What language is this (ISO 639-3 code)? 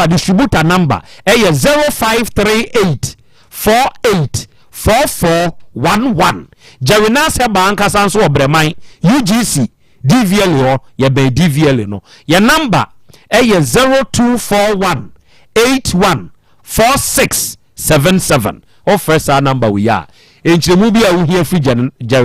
aka